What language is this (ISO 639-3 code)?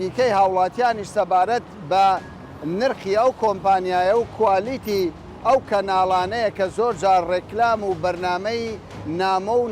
ckb